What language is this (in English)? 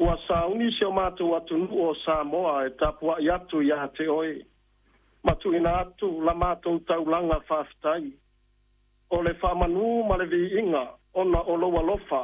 Samoan